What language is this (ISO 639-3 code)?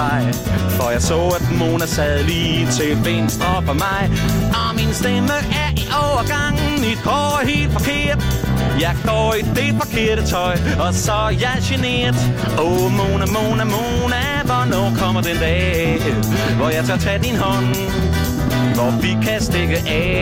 dan